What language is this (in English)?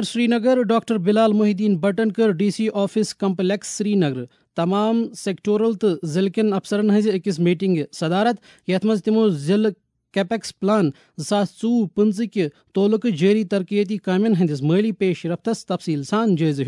Kashmiri